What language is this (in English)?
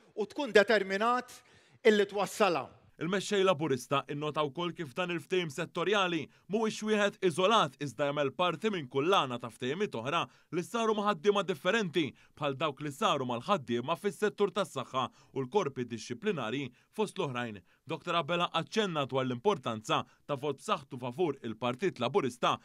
Maltese